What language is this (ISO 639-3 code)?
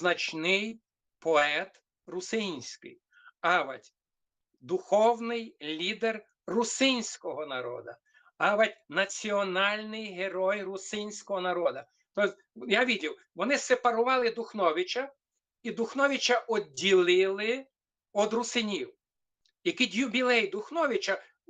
rue